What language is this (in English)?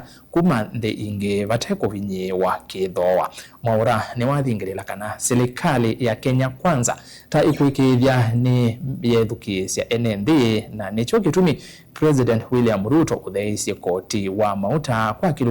Kamba